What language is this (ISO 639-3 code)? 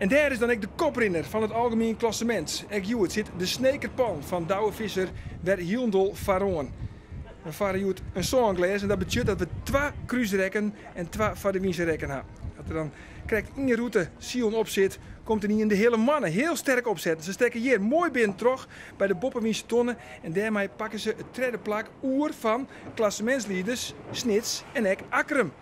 fry